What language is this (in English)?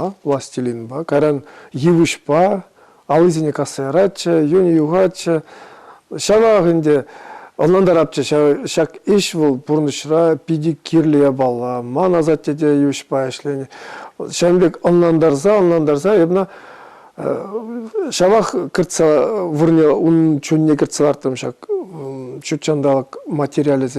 Chuvash